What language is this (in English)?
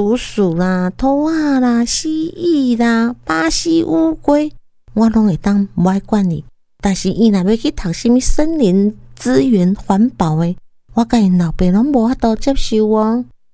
Min Nan Chinese